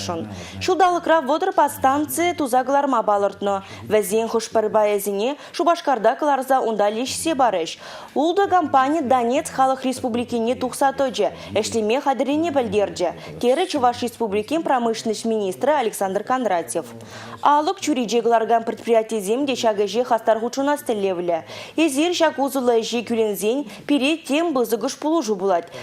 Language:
Chuvash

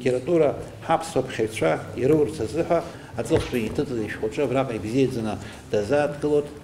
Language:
Abkhazian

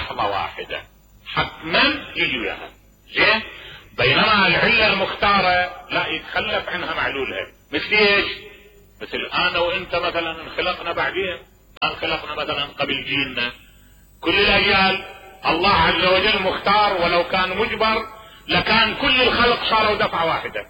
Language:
Mesopotamian Arabic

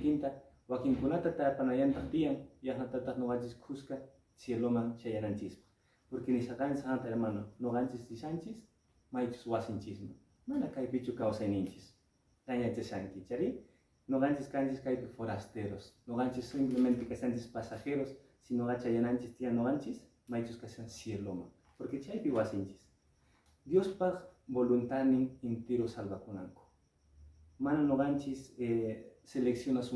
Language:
Quechua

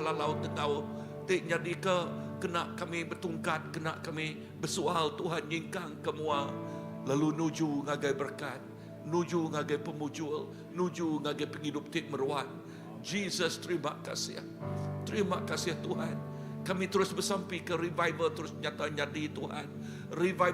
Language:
Iban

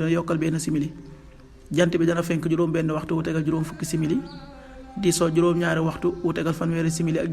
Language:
Wolof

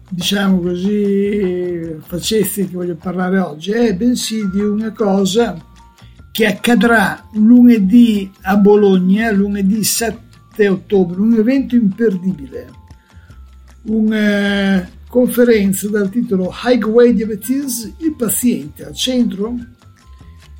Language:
Italian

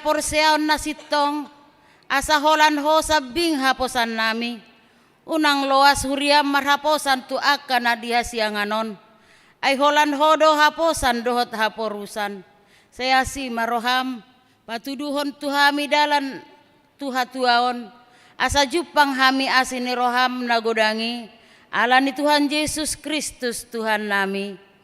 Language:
Batak Toba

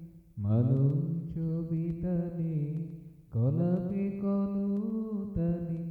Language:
Bangla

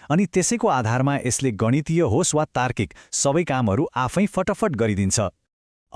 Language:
Nepali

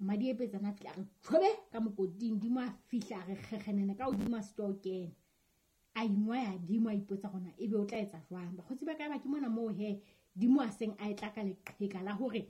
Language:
Southern Sotho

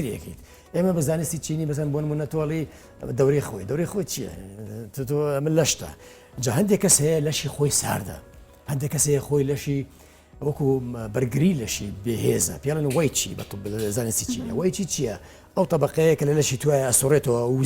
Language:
Central Kurdish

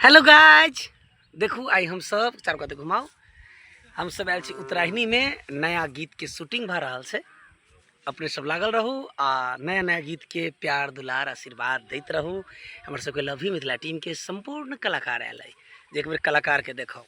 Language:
Maithili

